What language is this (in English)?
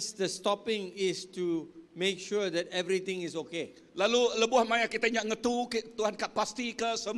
Iban